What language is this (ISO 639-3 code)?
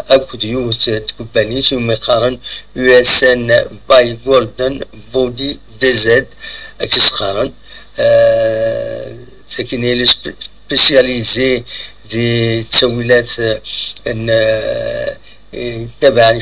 kab